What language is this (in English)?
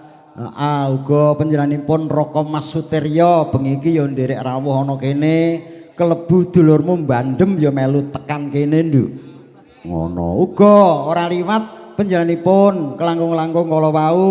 Javanese